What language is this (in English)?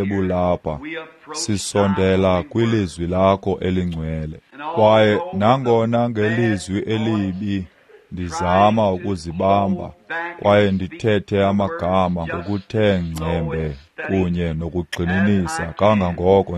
Xhosa